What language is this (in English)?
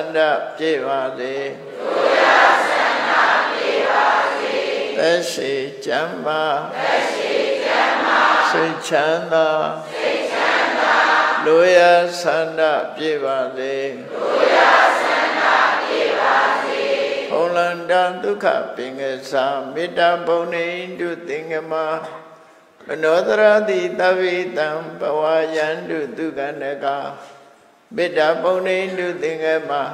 Burmese